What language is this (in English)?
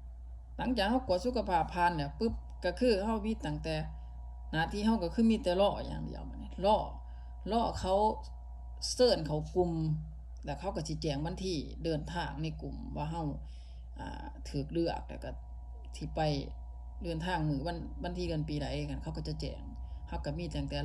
Lao